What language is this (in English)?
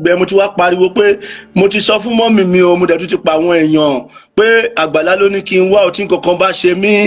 Yoruba